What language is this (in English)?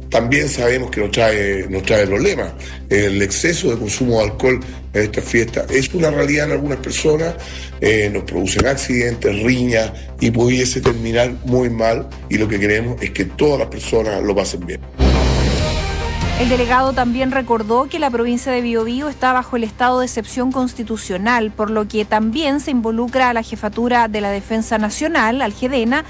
Spanish